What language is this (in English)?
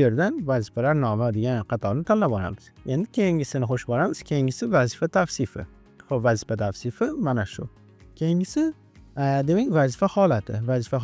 Uzbek